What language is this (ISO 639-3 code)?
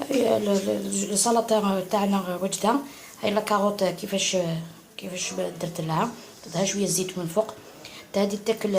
arq